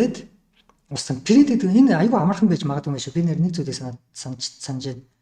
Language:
Mongolian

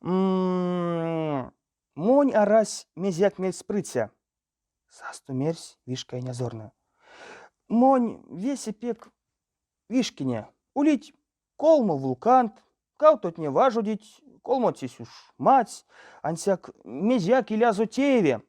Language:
Erzya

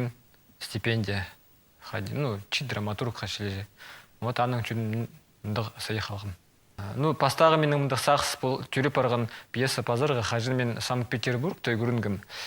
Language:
Khakas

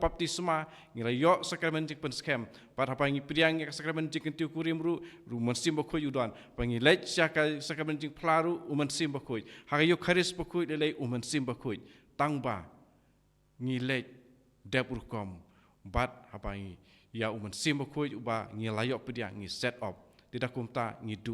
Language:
Khasi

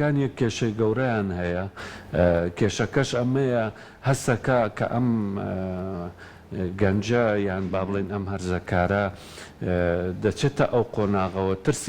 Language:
Central Kurdish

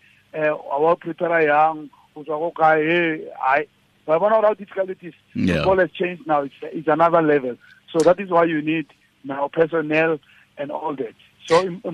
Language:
Tswana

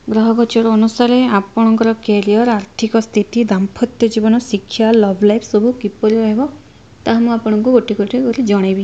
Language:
Odia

